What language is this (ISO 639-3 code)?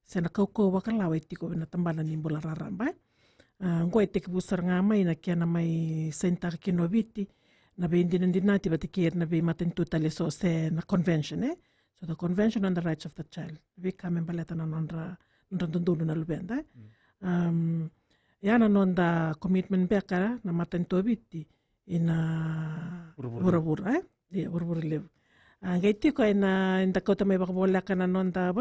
fij